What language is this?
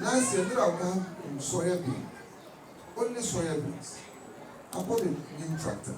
Dagbani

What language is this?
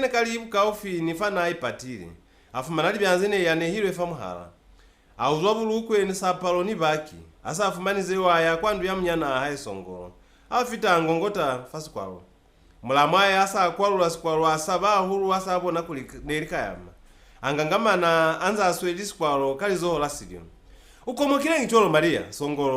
Lozi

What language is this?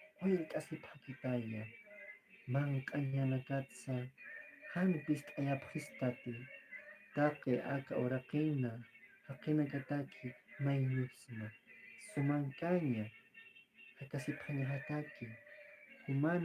Aymara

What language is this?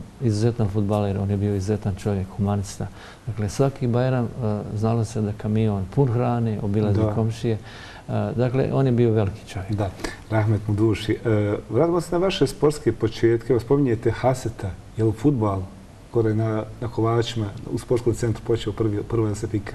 Bosnian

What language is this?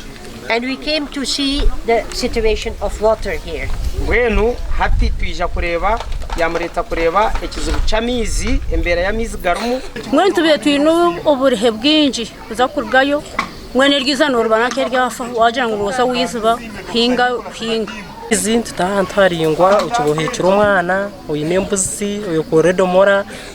Nyankole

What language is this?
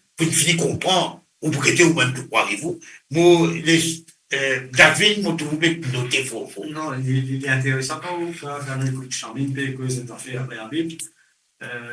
Morisyen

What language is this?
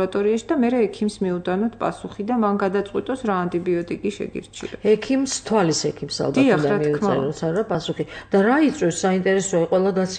Georgian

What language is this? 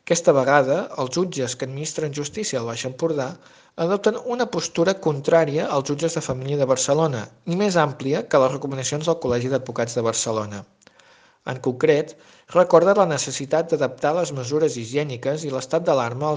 Catalan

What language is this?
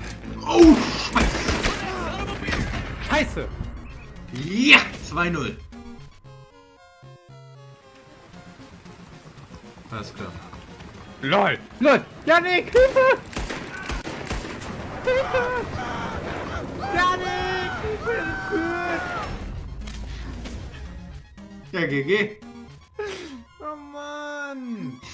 German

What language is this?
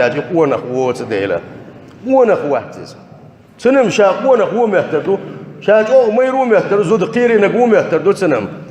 Chechen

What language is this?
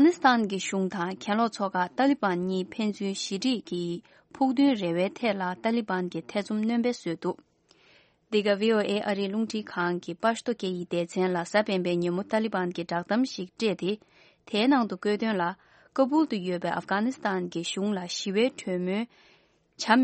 Tibetan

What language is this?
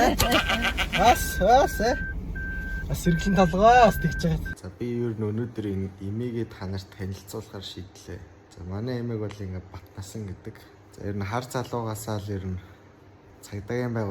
Mongolian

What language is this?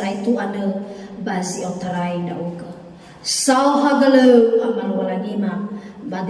Nias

